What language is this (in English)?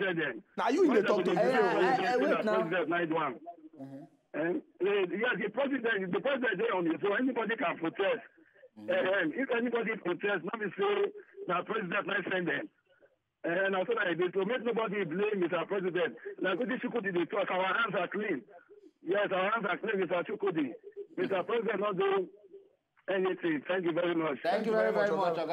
Nigerian Pidgin